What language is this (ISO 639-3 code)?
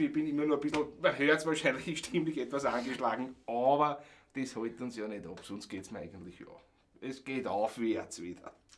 bar